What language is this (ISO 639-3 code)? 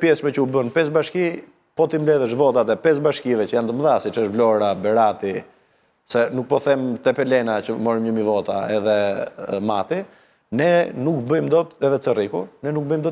sqi